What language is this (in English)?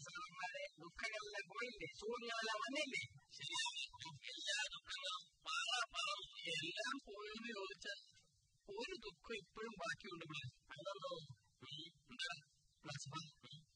Malayalam